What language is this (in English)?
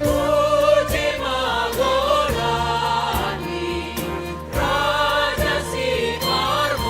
Batak Simalungun